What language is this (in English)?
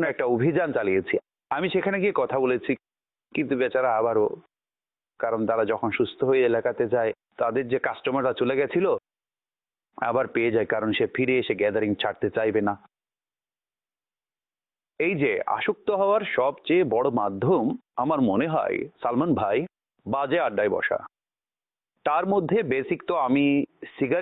Bangla